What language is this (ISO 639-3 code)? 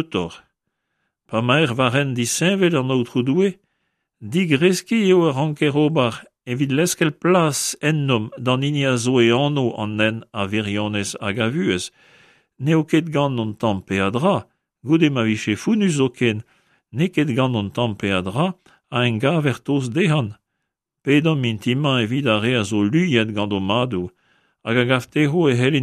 bre